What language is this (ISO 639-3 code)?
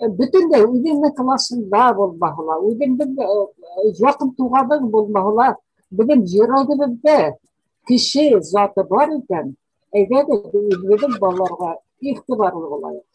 bak